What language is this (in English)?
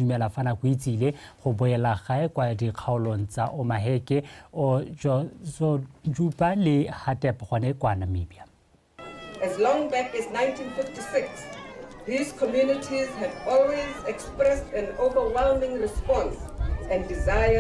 Tswana